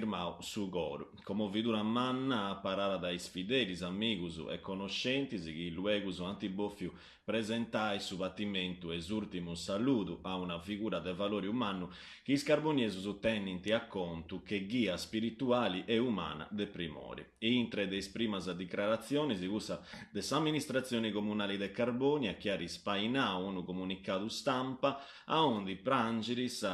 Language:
Sardinian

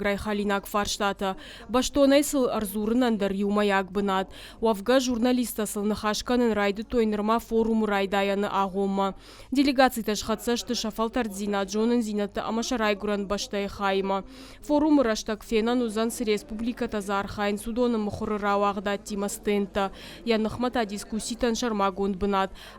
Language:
Ossetic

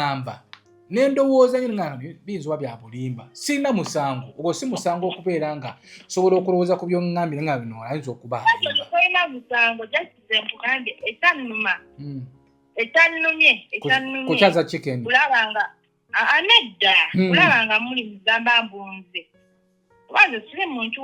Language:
Ganda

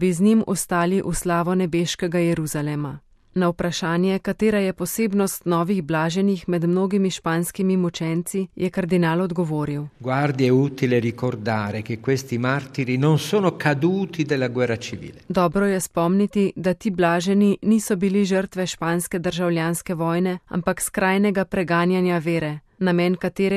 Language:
Slovenian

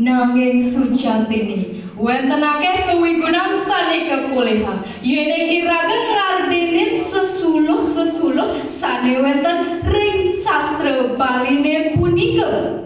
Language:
Balinese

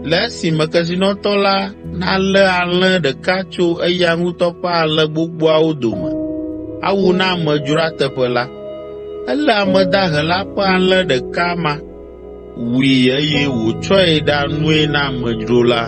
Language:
Ewe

